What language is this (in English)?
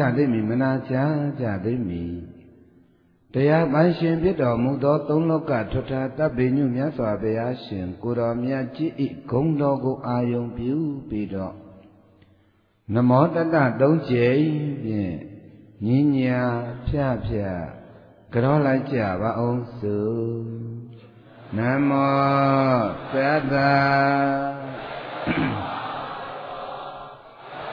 Burmese